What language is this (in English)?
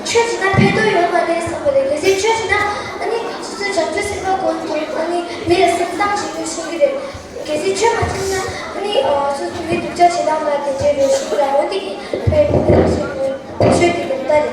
Tibetan